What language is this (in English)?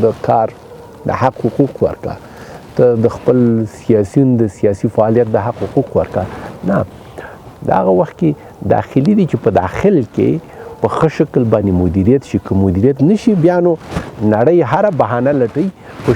Pashto